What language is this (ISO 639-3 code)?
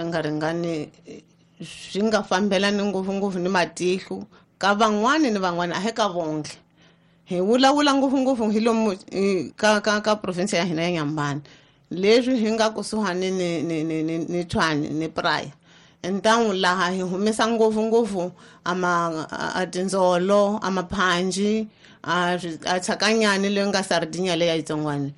tso